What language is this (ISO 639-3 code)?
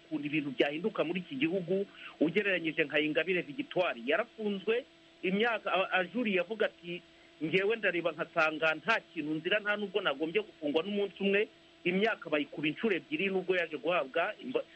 kin